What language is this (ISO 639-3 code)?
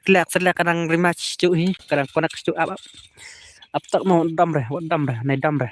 kha